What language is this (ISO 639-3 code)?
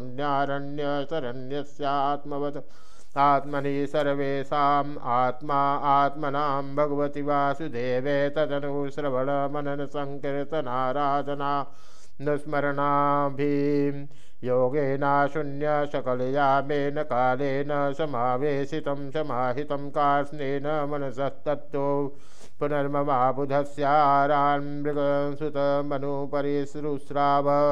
san